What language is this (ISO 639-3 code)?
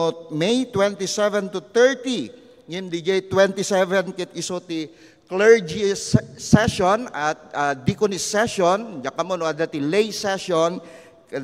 ilo